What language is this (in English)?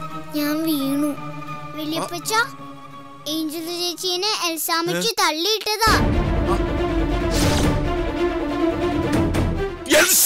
Malayalam